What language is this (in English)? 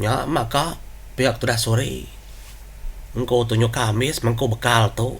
Iban